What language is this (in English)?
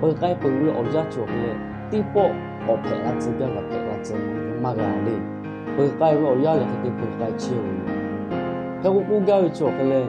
Lahu